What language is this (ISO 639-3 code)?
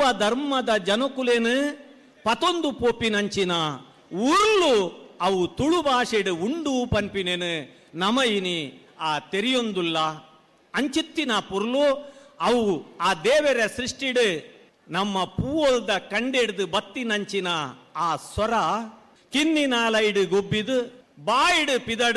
tcy